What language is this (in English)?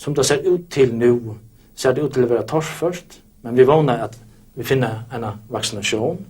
Faroese